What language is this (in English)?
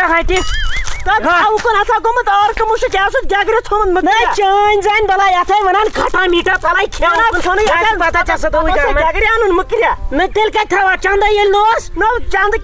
Kashmiri